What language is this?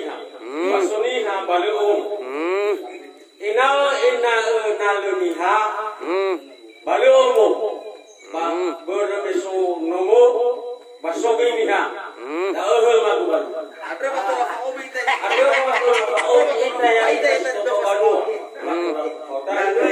Nias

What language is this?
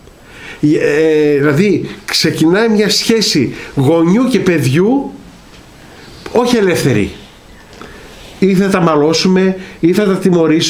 Greek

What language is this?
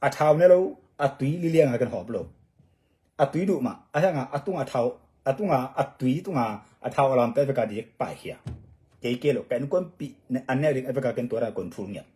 Tedim Chin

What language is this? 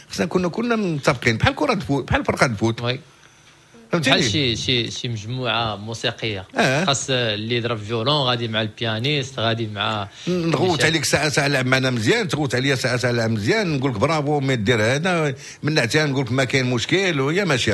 Moroccan Arabic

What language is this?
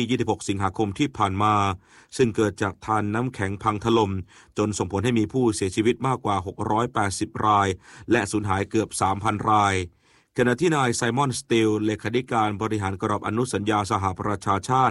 Thai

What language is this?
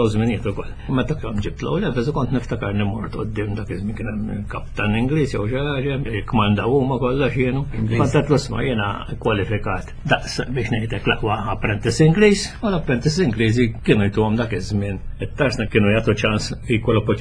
Maltese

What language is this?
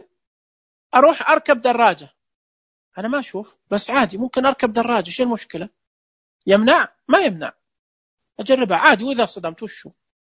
Najdi Arabic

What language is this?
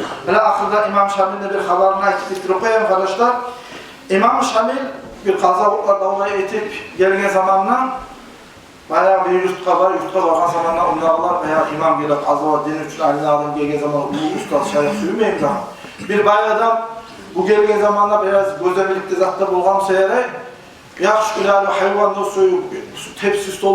Kumyk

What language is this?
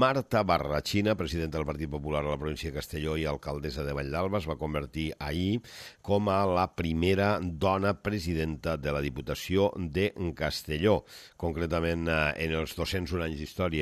Catalan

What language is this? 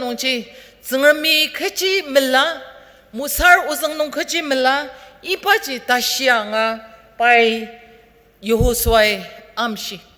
Ao Naga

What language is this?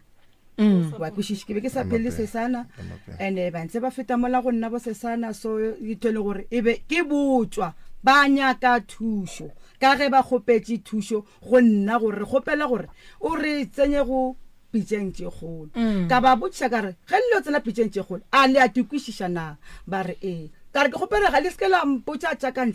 Northern Sotho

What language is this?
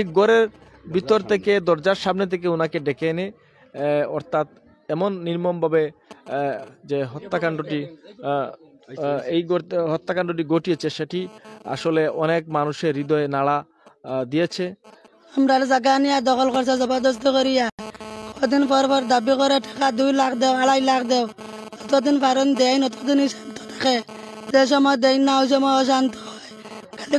Sylheti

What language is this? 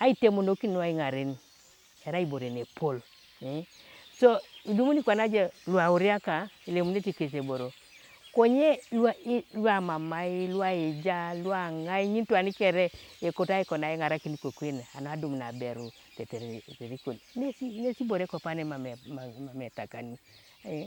Teso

